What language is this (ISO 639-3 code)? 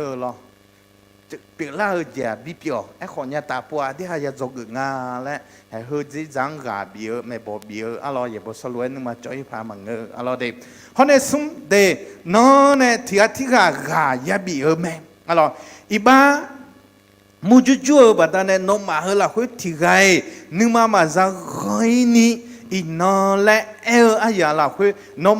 ahk